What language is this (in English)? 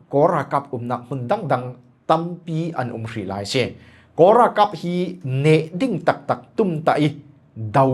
Falam Chin